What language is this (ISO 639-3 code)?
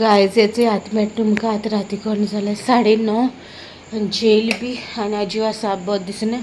kok